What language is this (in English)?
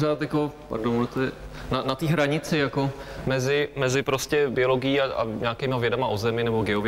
Czech